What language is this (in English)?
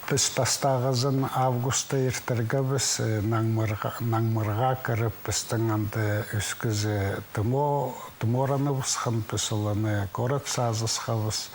Khakas